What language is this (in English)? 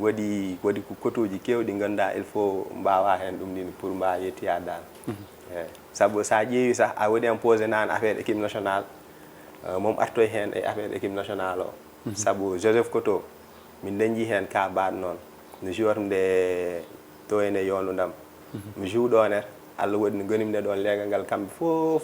Fula